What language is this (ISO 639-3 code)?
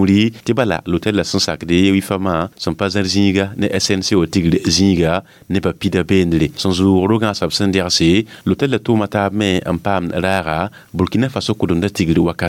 mos